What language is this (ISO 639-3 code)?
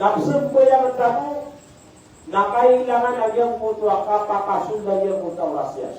mrw